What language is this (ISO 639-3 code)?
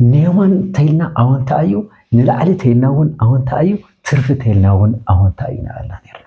tir